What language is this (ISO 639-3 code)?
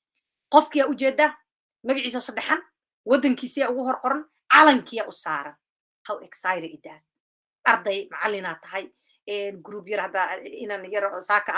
som